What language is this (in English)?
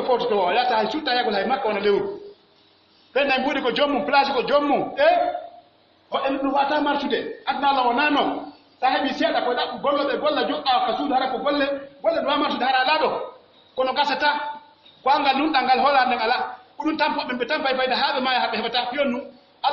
Pular